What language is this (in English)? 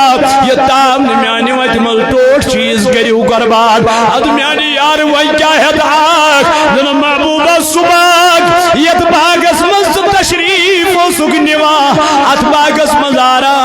Kashmiri